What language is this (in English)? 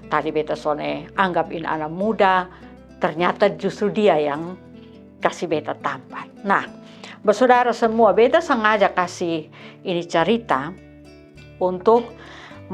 Kupang Malay